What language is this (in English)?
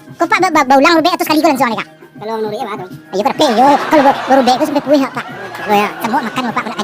Minangkabau